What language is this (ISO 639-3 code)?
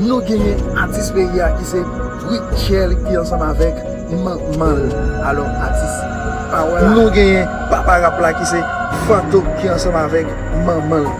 hat